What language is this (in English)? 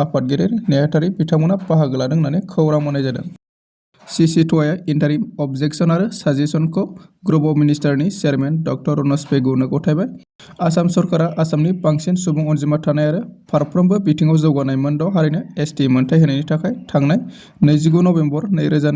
Bodo